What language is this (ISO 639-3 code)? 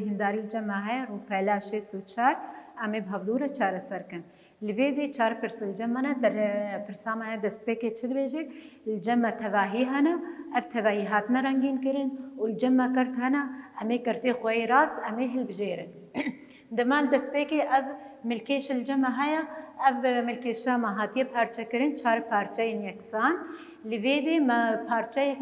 kur